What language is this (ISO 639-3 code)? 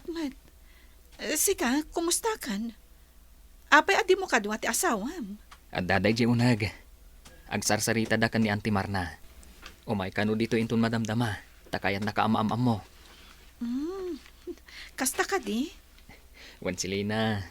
ilo